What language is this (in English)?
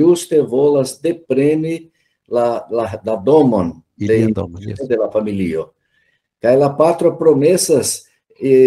Esperanto